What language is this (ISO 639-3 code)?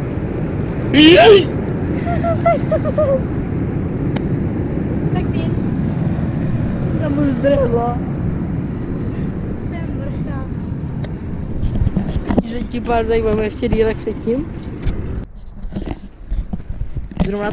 ces